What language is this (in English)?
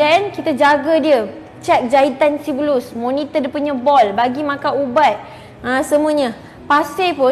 Malay